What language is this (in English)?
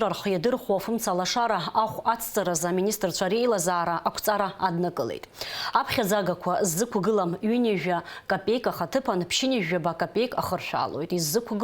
Abkhazian